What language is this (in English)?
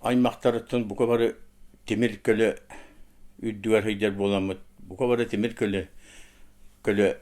Yakut